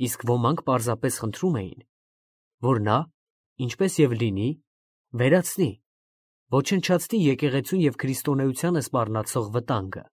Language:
Armenian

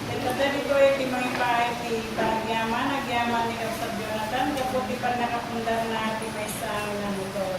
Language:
Iloko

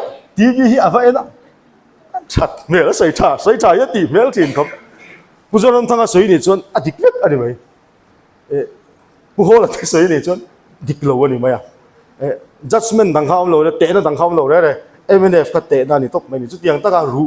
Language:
Mizo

